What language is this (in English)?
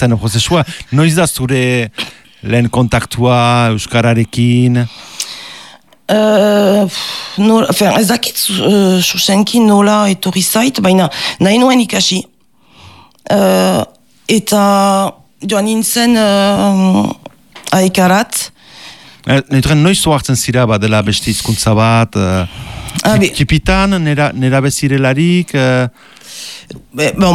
Basque